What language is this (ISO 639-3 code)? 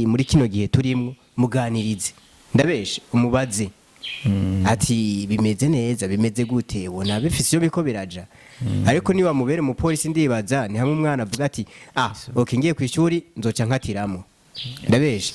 run